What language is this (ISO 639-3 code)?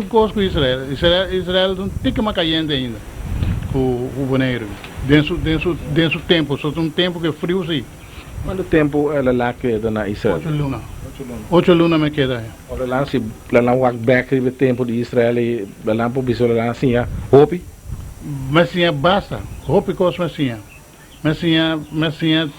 pap